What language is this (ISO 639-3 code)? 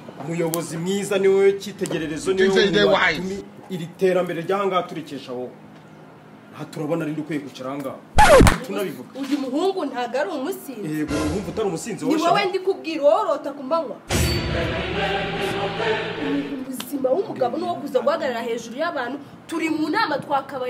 kin